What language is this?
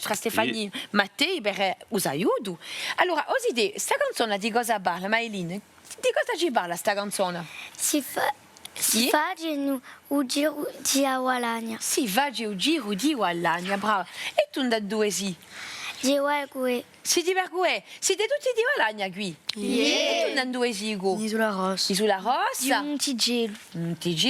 Corsican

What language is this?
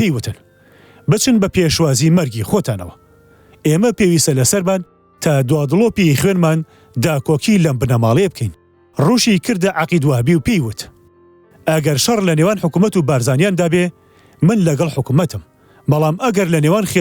Central Kurdish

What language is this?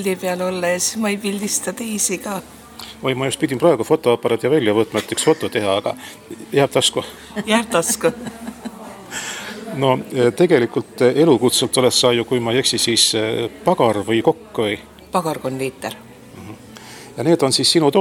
Estonian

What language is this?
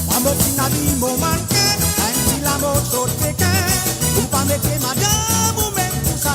Morisyen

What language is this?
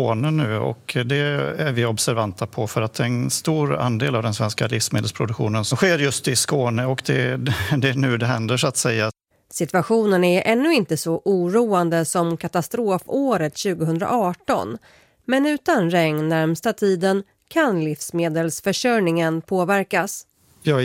Swedish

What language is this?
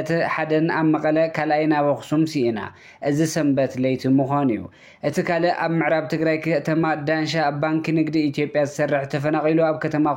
Tigrinya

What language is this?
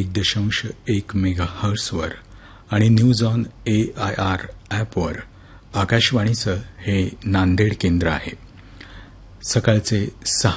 Marathi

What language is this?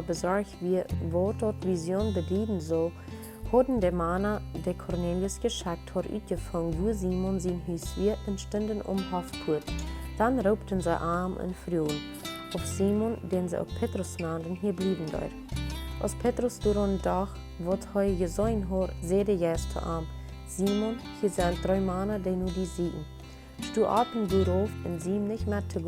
Plautdietsch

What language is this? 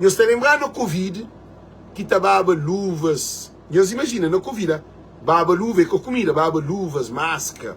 Kabuverdianu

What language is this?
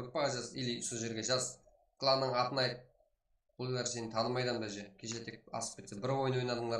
Kara-Kalpak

